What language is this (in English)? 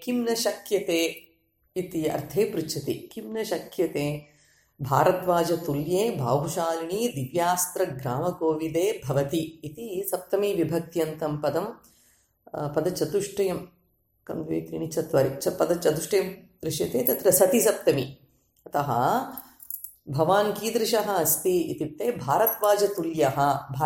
Sanskrit